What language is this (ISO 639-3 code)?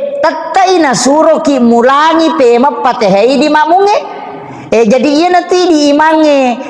bug